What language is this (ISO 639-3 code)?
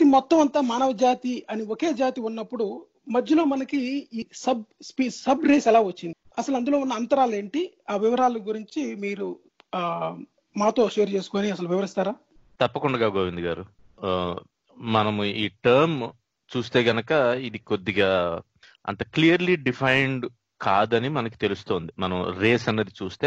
tel